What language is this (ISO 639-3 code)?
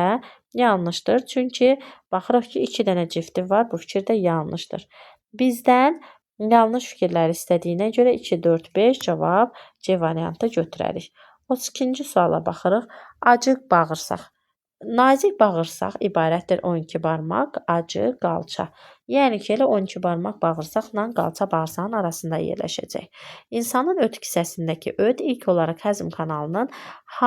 aze